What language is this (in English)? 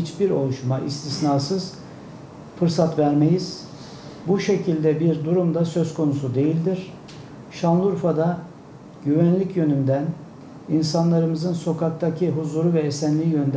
Turkish